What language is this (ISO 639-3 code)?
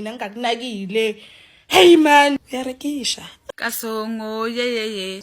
zul